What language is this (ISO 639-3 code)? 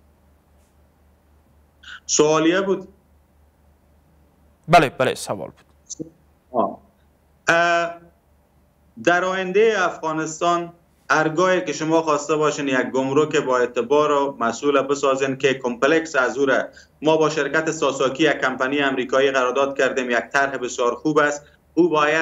fas